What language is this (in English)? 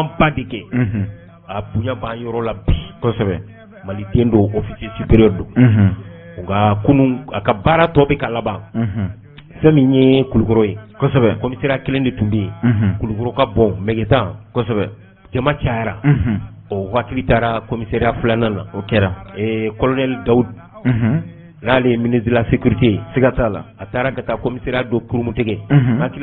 Bambara